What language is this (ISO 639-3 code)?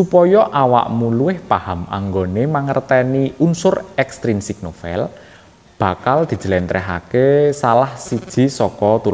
jav